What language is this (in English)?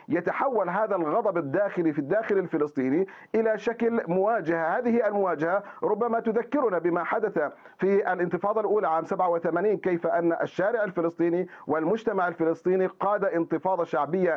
Arabic